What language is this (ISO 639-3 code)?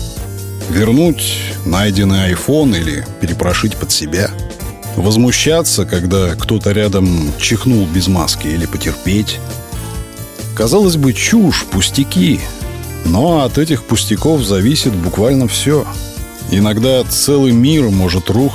rus